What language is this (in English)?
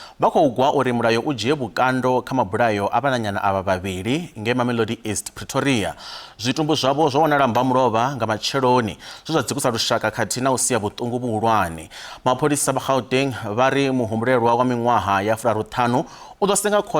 Venda